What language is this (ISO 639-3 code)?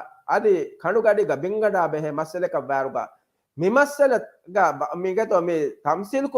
div